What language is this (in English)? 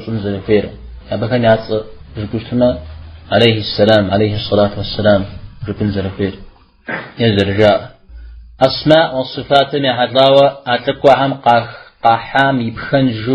Kabardian